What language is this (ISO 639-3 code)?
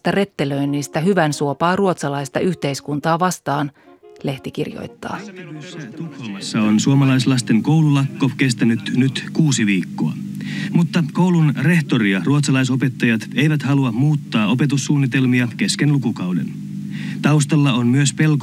fin